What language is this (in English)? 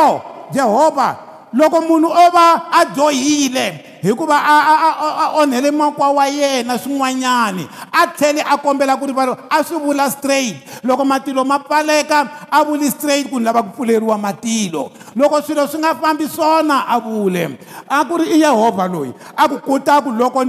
Tsonga